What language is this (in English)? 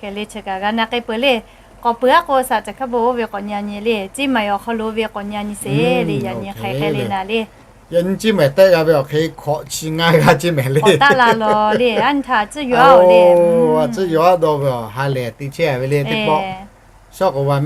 Lahu